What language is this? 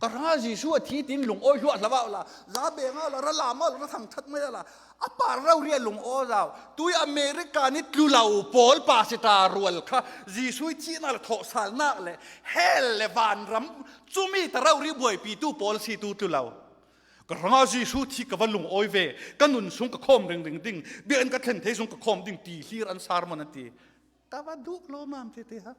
Falam Chin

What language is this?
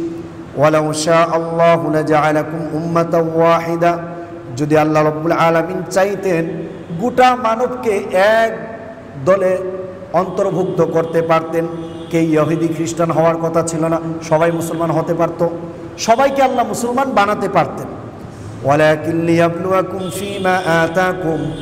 Bangla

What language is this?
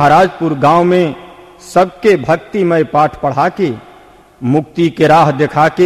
Bhojpuri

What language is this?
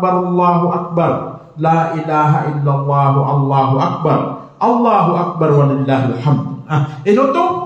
Maranao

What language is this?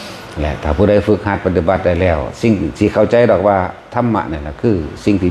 Northeastern Thai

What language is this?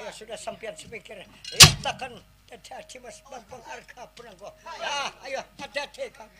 Banjar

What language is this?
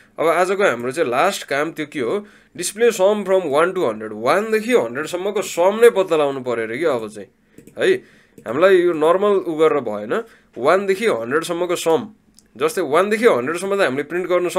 Nepali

